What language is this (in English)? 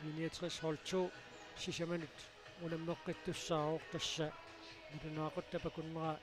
Kalaallisut